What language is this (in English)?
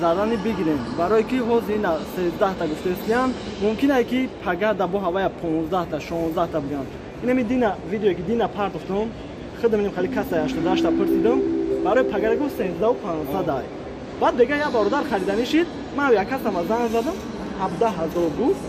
Tajik